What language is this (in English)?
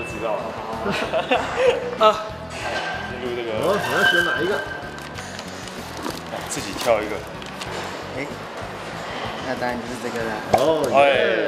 Chinese